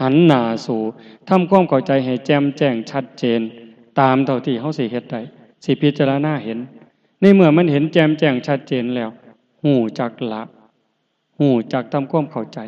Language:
Northeastern Thai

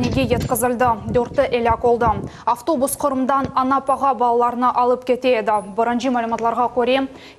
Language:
Crimean Tatar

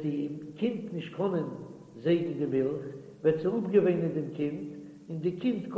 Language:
Yiddish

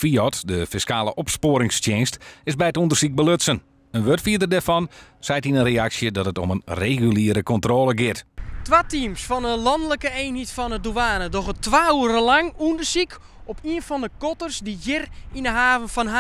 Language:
Western Frisian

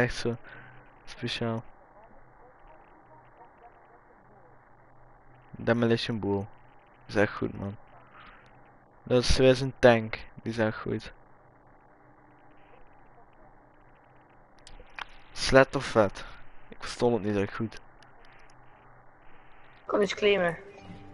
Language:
Dutch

